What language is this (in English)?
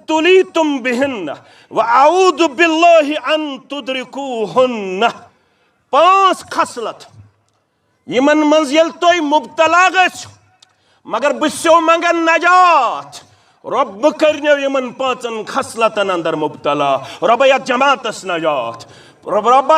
Kashmiri